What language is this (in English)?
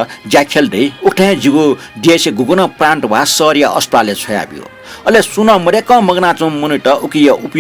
Newari